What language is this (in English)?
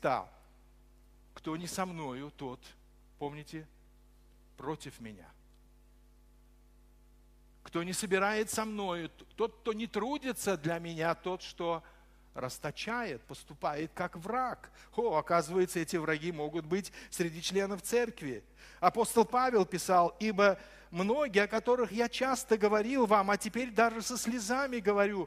Russian